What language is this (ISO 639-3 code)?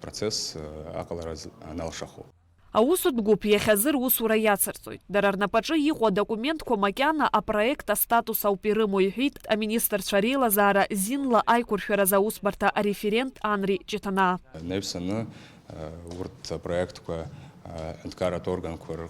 abk